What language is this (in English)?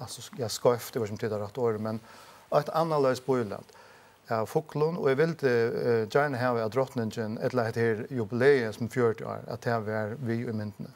Faroese